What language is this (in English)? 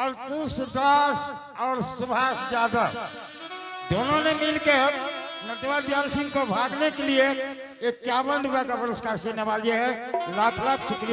Angika